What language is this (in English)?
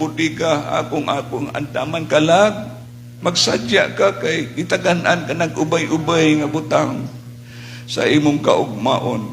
Cebuano